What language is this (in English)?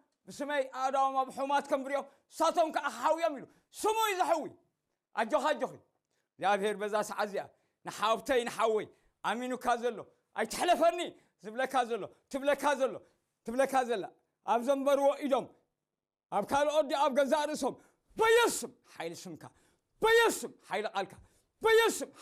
Tigrinya